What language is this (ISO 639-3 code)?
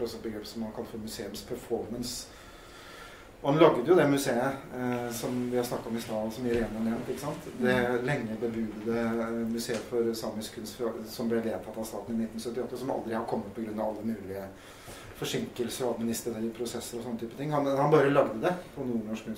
nor